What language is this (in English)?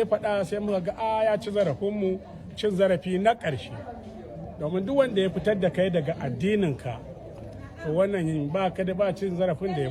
Hausa